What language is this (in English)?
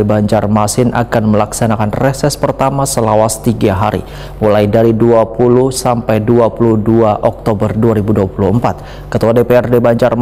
Banjar